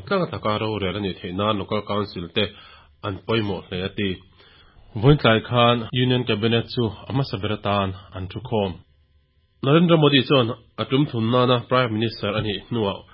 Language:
Mizo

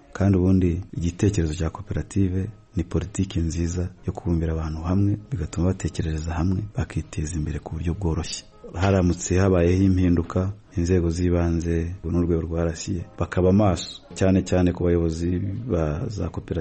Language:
Kinyarwanda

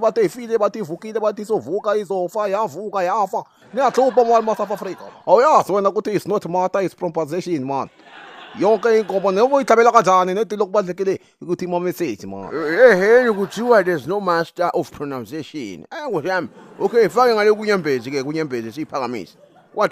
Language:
Zulu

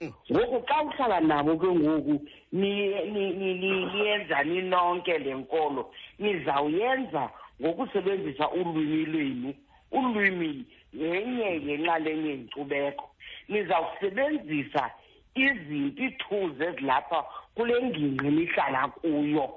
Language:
Xhosa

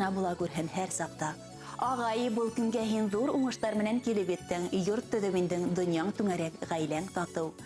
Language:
Bashkir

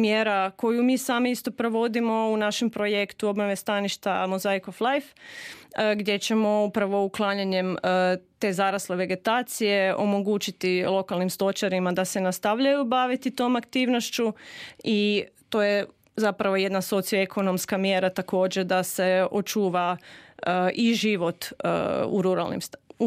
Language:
Croatian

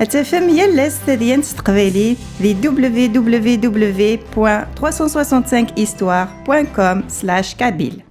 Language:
Kabyle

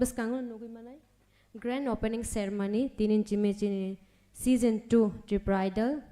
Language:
Kok Borok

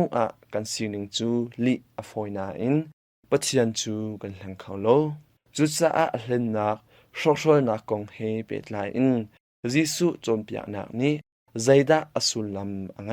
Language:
Hakha Chin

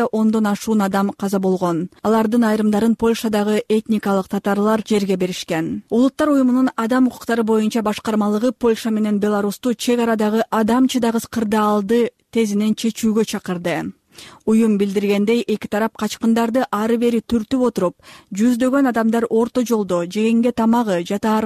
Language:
Kyrgyz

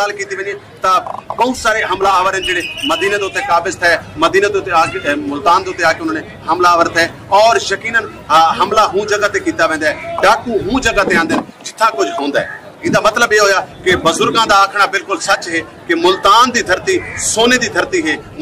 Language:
Saraiki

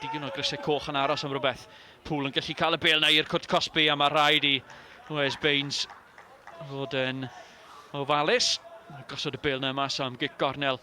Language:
Welsh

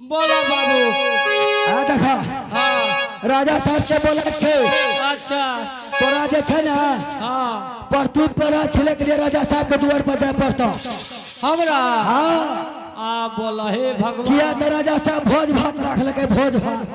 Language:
Angika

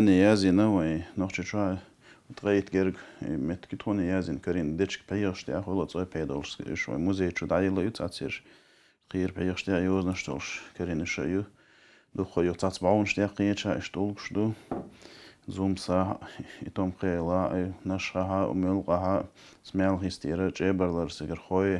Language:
Chechen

